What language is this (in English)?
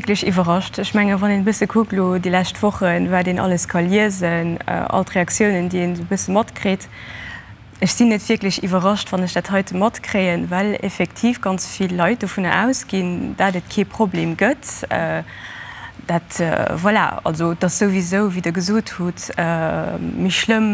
Luxembourgish